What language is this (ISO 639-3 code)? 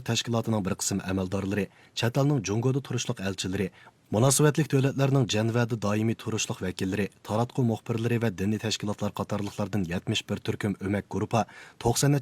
uig